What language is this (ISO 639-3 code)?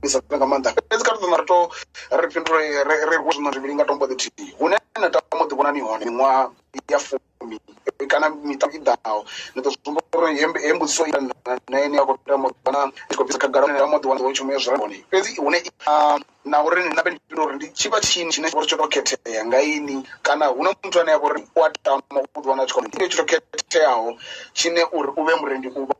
ven